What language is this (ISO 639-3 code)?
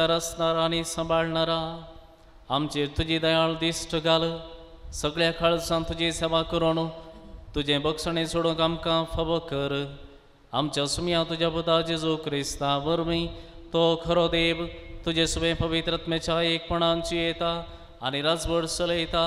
kok